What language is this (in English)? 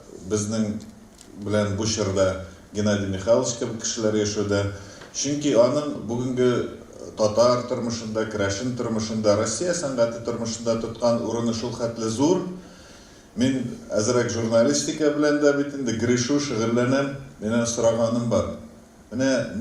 Tatar